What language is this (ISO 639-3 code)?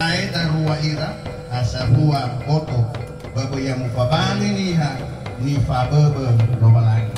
nia